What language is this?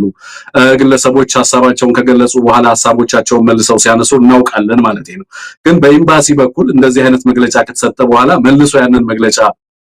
Amharic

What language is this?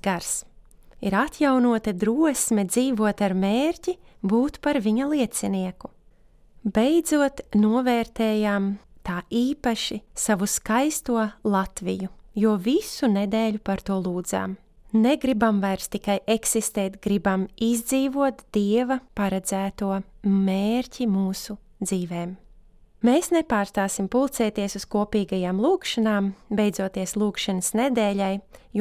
Latvian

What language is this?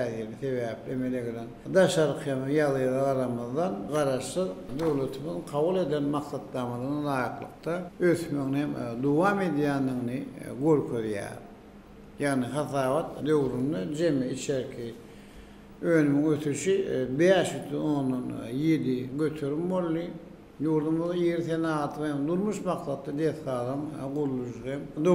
Turkmen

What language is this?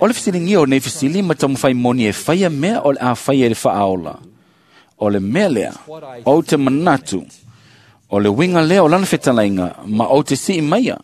Samoan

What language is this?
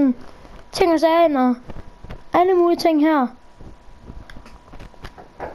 Danish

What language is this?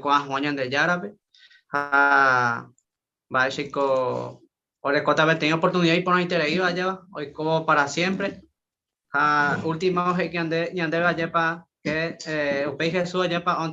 Guarani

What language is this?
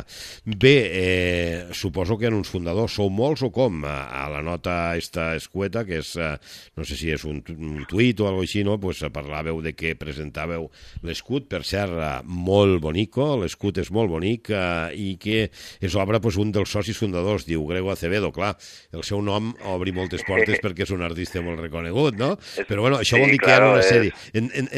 Catalan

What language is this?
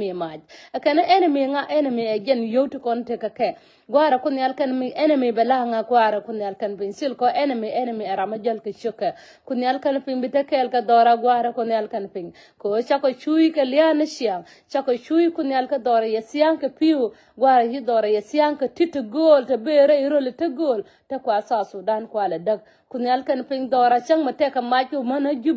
Nuer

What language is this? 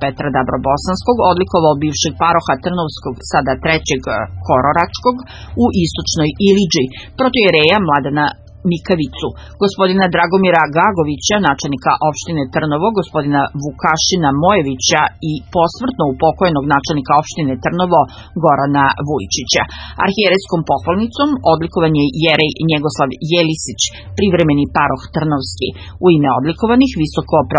Serbian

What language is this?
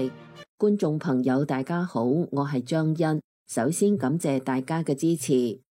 Cantonese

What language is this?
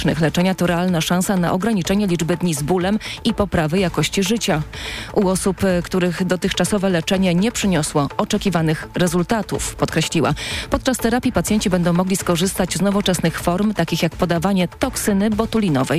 Polish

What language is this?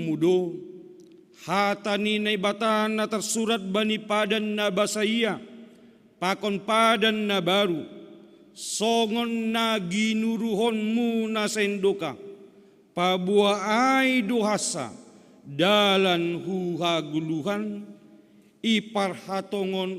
Batak Simalungun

